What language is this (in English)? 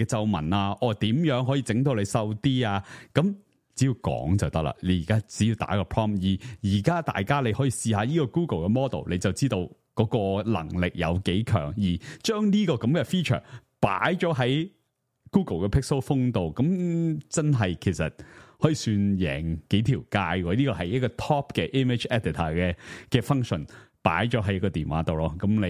Cantonese